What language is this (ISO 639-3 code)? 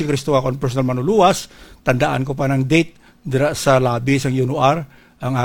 hil